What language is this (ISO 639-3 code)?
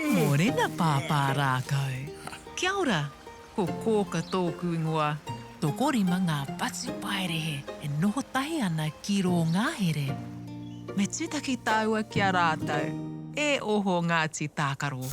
mri